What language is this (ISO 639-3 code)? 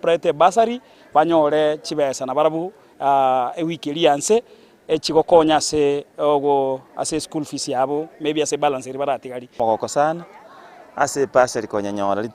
guz